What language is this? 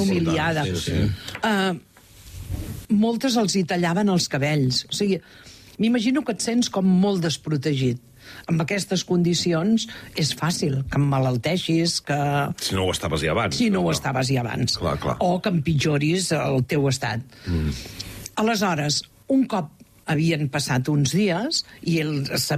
Catalan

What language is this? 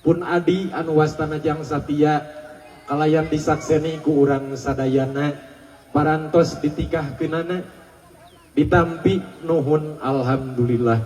Sundanese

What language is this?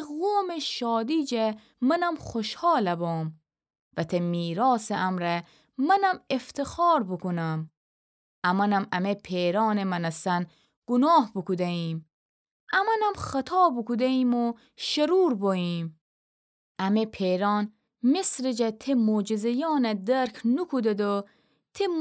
Gilaki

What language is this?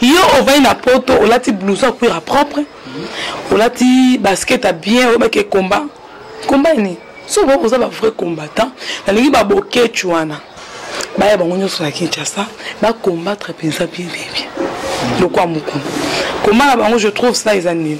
Lingala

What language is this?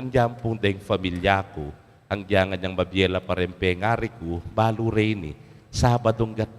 Pampanga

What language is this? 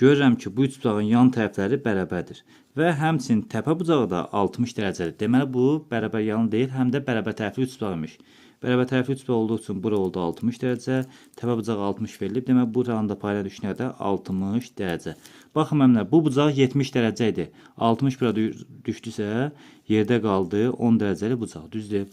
Azerbaijani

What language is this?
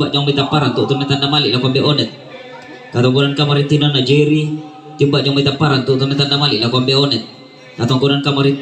Toraja-Sa'dan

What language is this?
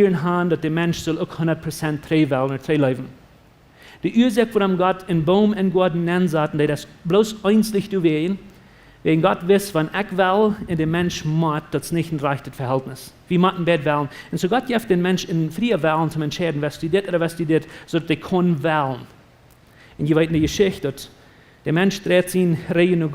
Plautdietsch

